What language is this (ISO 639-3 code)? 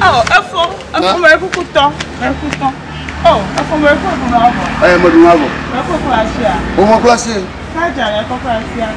ewe